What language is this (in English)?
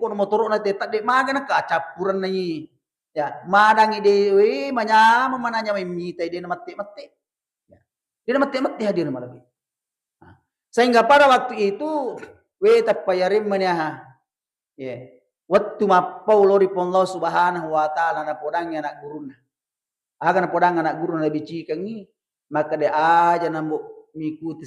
Buginese